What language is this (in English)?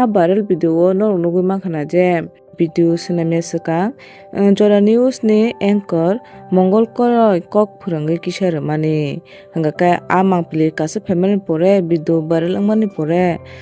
Kok Borok